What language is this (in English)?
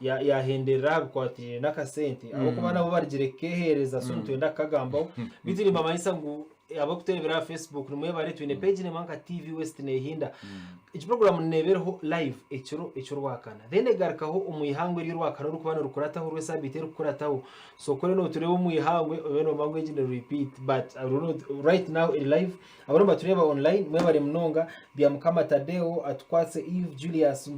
Nyankole